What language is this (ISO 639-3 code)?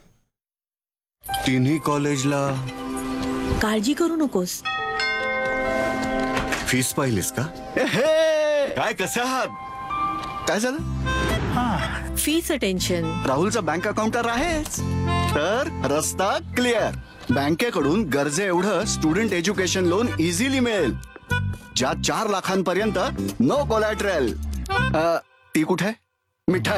mar